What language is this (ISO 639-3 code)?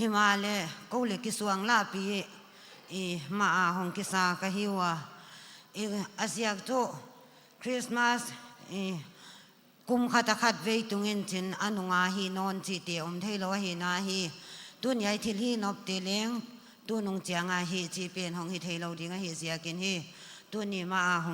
pck